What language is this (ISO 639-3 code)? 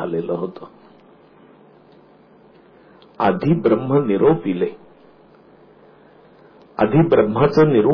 mar